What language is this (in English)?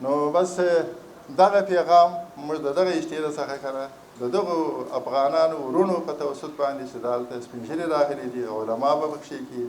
Pashto